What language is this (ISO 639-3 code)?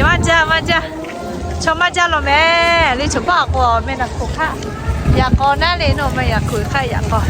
lhu